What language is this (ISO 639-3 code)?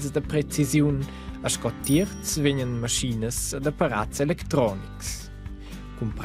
roh